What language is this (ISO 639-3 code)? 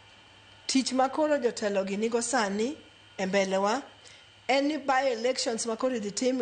luo